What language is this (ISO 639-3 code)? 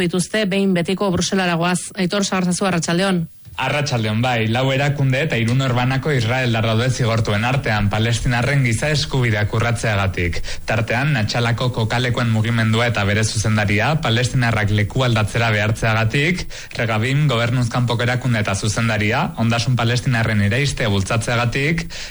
eus